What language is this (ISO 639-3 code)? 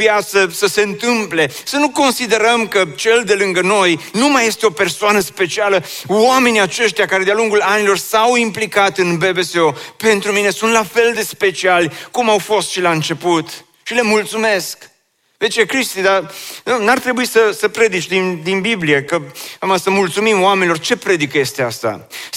ron